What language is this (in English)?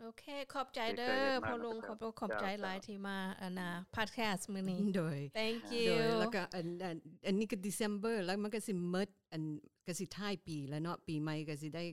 Lao